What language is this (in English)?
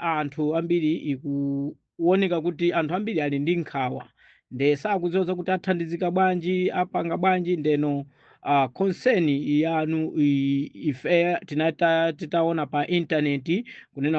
Nyanja